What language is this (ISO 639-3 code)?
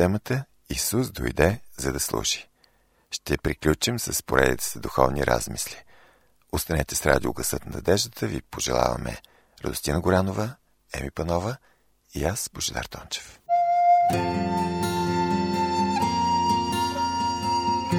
bul